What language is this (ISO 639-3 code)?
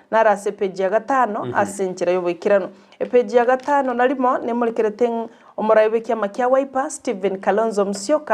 guz